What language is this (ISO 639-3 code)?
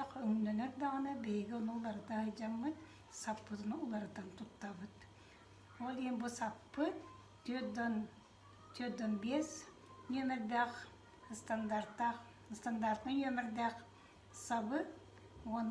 sah